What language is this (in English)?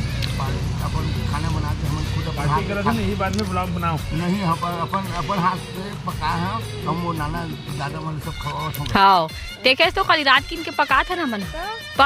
Chhattisgarhi